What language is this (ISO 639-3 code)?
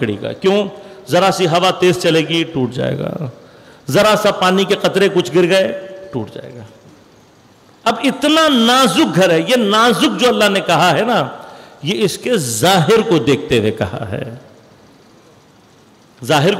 urd